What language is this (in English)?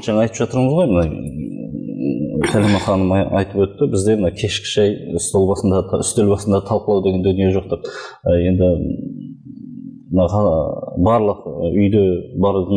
Kazakh